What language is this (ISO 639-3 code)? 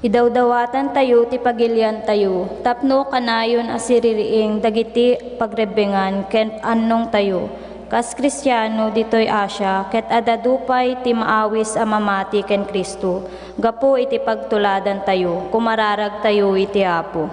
ilo